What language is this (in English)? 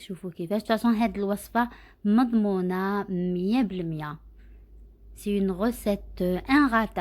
Algerian Arabic